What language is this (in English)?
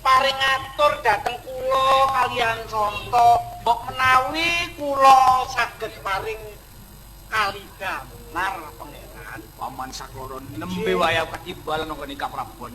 Javanese